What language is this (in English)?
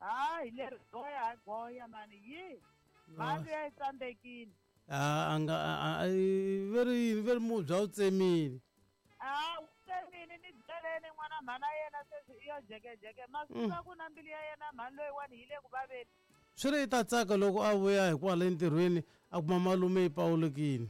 Tsonga